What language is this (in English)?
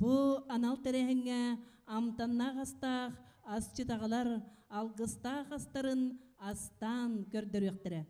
Yakut